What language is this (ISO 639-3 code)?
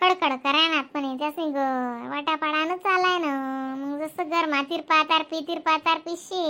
khn